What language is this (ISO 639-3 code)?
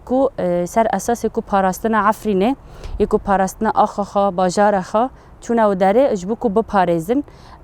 kur